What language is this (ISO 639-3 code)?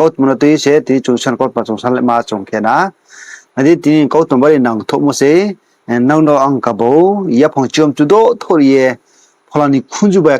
ria